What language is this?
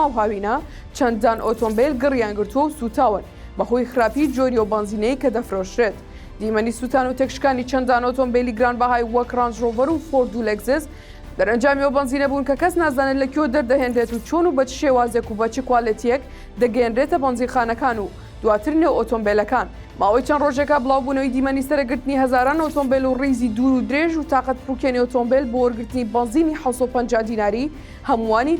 Central Kurdish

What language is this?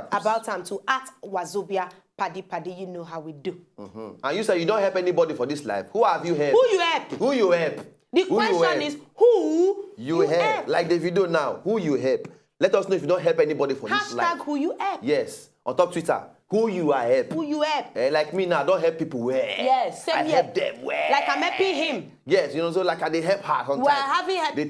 Nigerian Pidgin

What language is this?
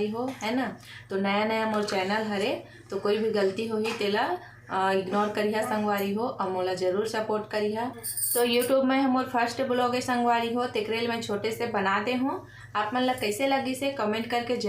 Chhattisgarhi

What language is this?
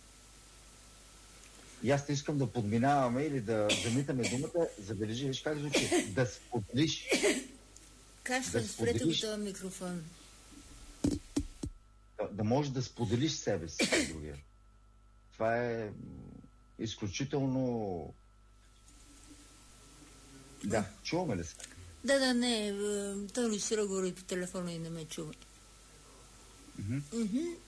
Bulgarian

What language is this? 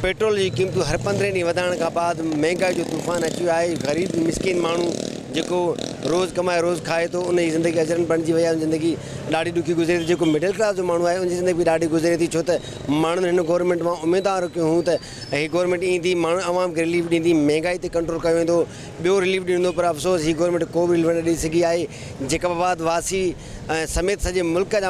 Sindhi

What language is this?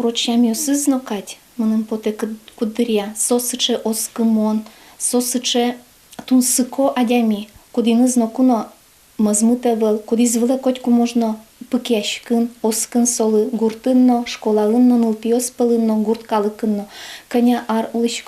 Udmurt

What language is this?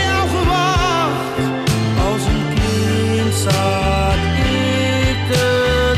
Dutch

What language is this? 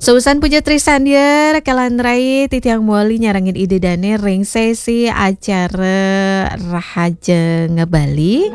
Balinese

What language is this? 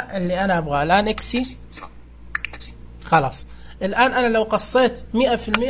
Najdi Arabic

